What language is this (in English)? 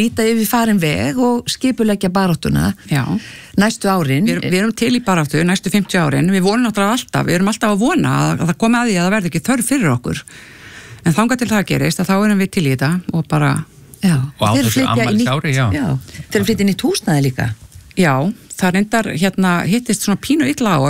Icelandic